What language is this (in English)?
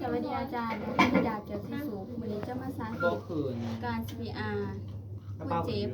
Lao